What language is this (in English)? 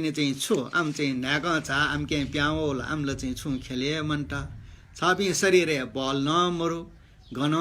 Newari